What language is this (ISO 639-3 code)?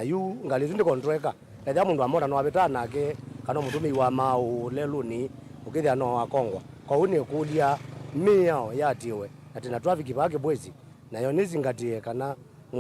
kam